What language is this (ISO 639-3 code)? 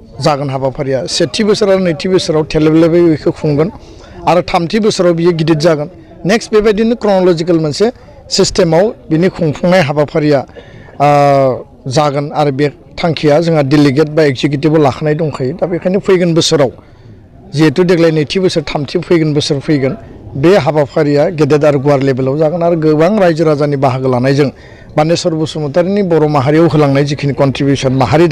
brx